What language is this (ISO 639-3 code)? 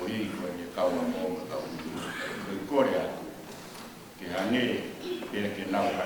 ton